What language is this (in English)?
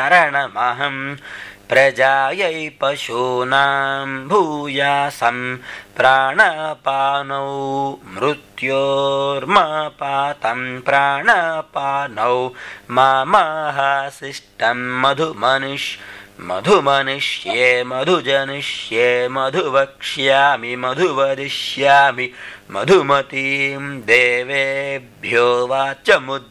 Sanskrit